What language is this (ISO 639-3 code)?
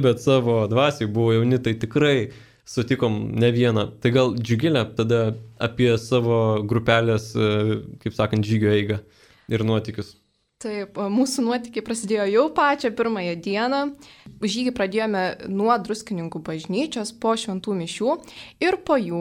lit